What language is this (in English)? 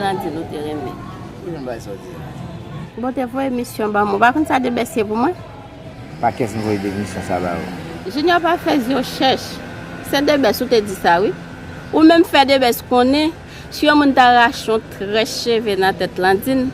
Haitian Creole